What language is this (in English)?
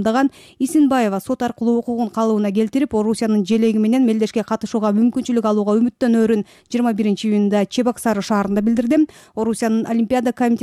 Kyrgyz